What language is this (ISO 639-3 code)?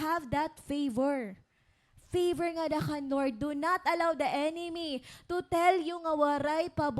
war